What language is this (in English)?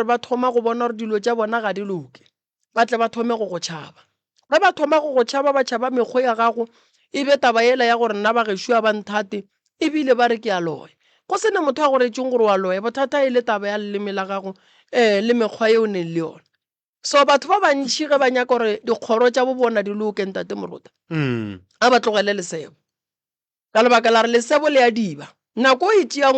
Northern Sotho